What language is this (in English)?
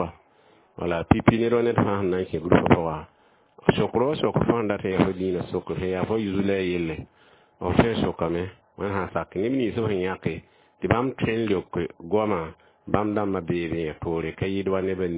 Mossi